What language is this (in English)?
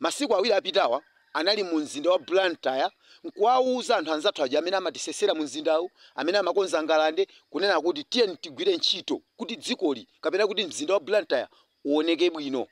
Nyanja